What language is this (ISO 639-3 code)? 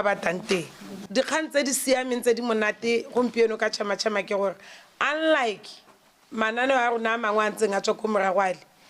tsn